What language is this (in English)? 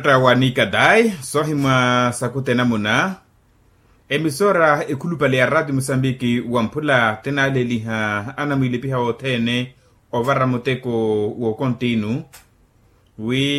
Makhuwa